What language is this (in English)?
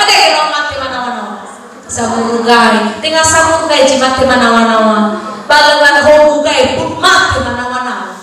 Nias